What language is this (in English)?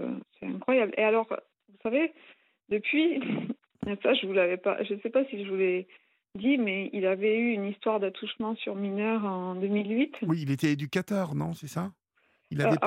French